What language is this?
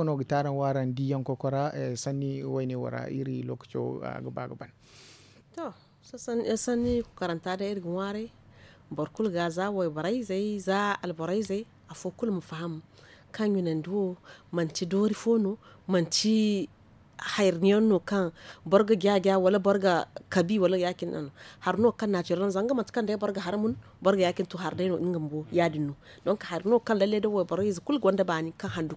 Zarma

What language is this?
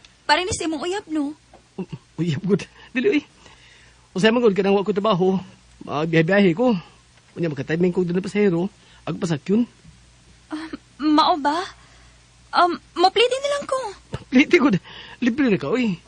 Cebuano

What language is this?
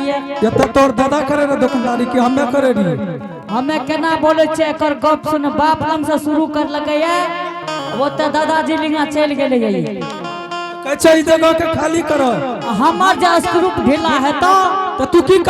Angika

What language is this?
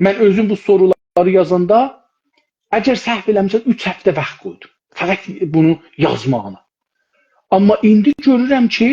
South Azerbaijani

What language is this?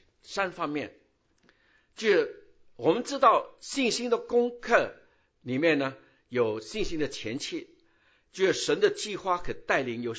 Chinese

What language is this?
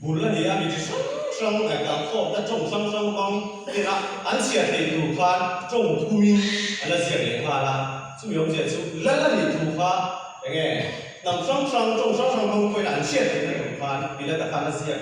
Mizo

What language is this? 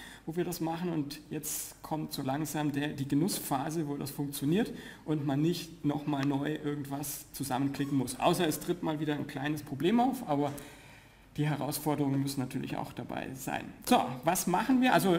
German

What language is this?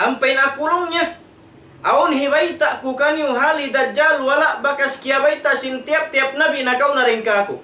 Tausug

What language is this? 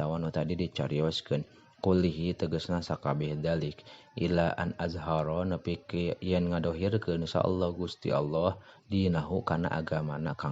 Sundanese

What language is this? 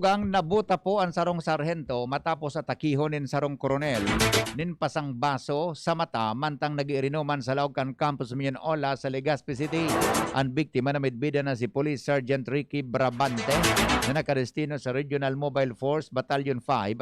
Bikol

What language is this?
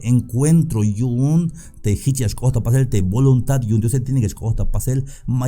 Tzeltal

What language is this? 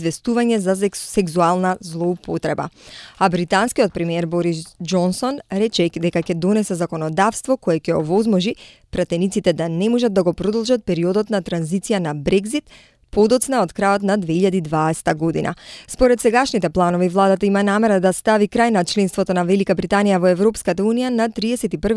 Macedonian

